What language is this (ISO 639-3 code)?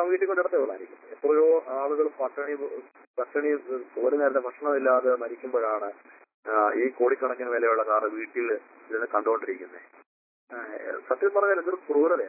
mal